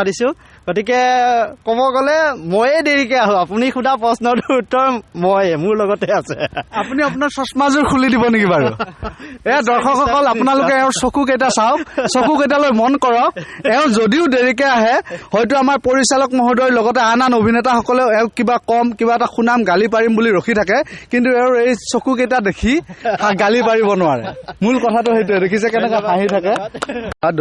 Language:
Assamese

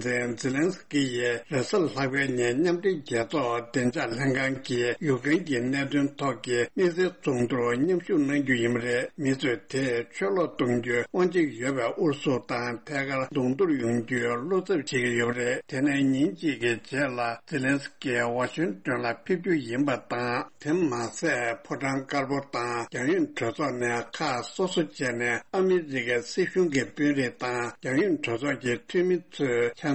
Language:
Tibetan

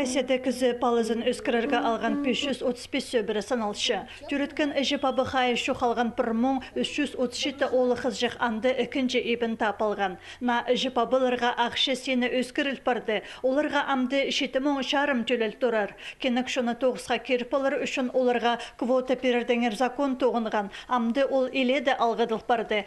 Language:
Khakas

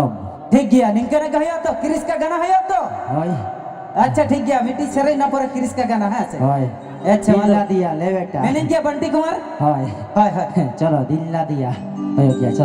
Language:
Santali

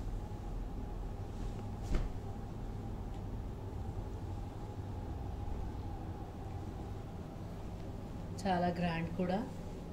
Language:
Telugu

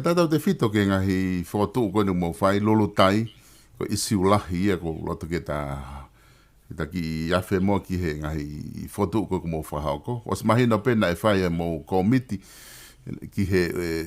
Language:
Tongan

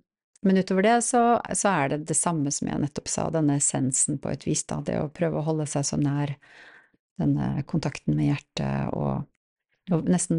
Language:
Norwegian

